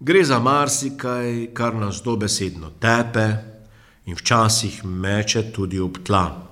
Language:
Slovenian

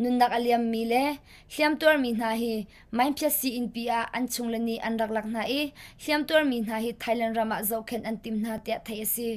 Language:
Hakha Chin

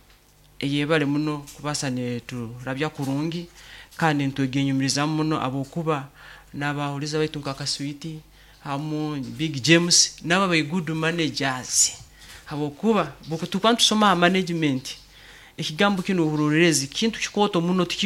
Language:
Nyoro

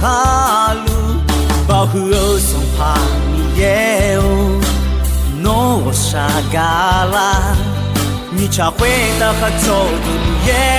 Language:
Akha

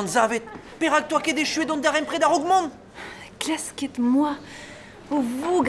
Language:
Breton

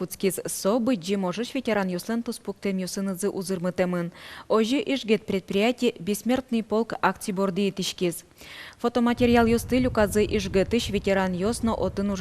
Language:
Udmurt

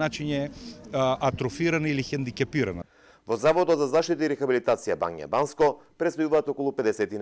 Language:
Macedonian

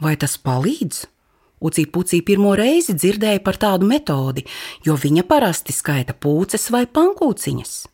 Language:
Latvian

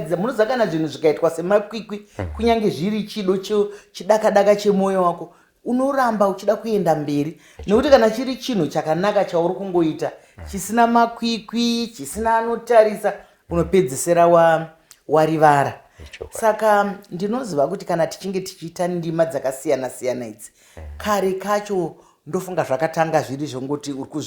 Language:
Shona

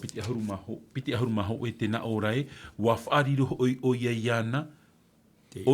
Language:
Tahitian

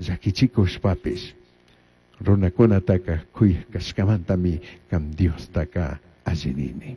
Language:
Chimborazo Highland Quichua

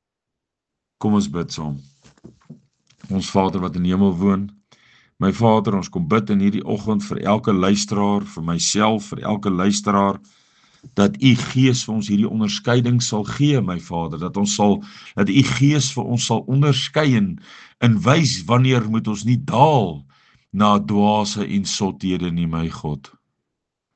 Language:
Afrikaans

